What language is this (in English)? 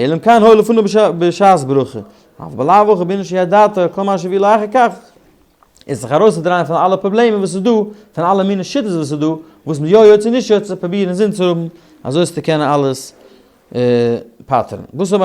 Yiddish